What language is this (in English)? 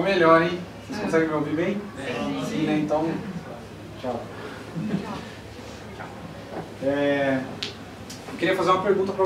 Portuguese